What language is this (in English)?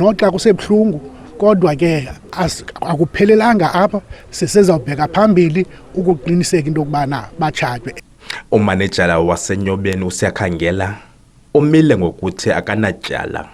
Zulu